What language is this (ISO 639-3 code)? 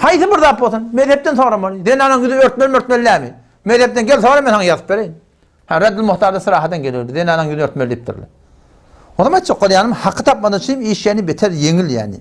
tuk